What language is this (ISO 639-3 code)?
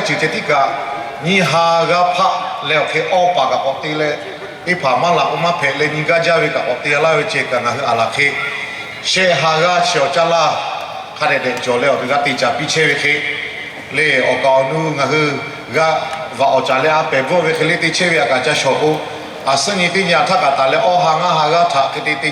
lhu